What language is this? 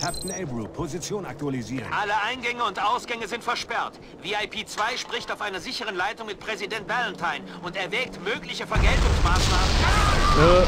Bavarian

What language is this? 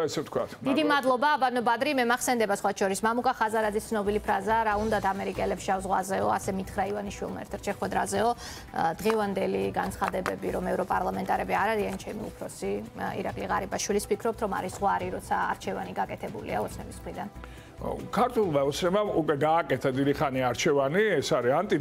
Georgian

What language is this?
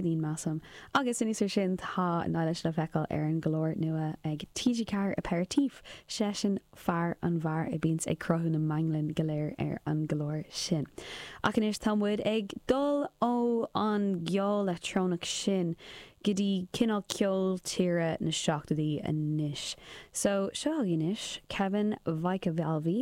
Irish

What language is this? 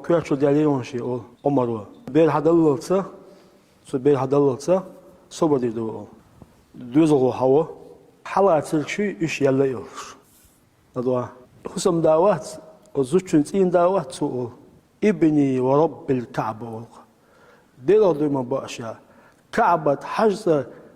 Chechen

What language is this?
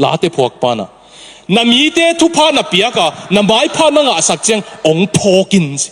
Tedim Chin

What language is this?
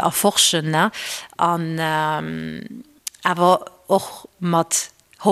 Luxembourgish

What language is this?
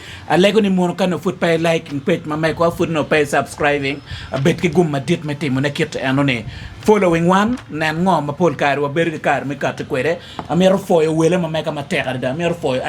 Acoli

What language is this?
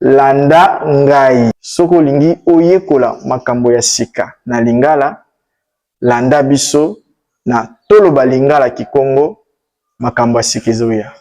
Lingala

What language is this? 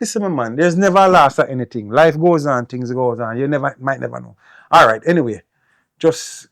Jamaican Creole English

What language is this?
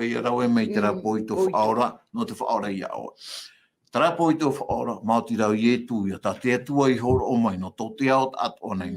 Tahitian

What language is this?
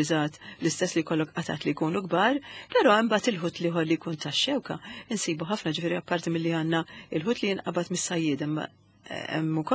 Maltese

